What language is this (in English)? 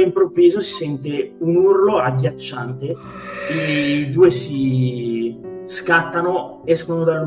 Italian